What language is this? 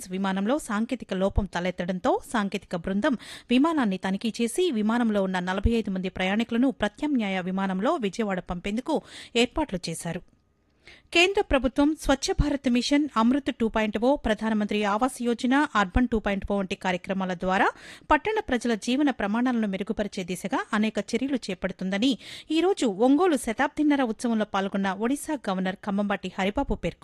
Telugu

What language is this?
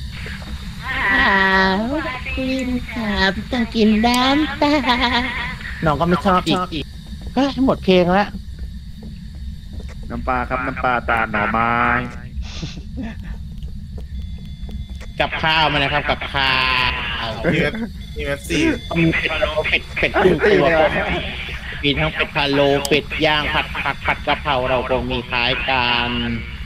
Thai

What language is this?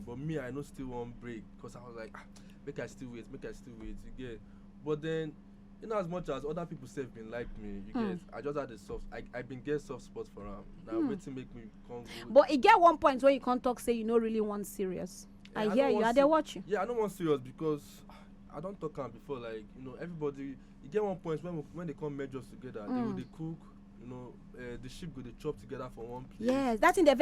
Nigerian Pidgin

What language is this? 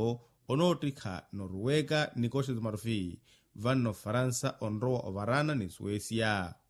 Makhuwa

